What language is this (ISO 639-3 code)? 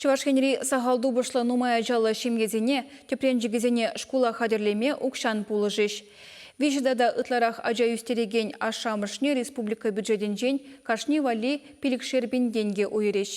chv